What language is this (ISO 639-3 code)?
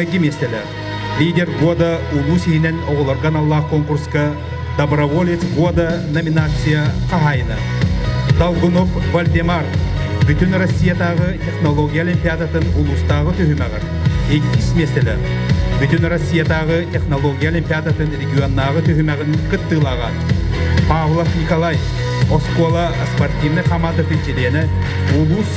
sah